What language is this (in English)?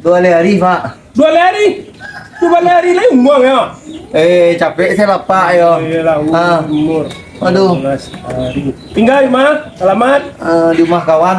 Minangkabau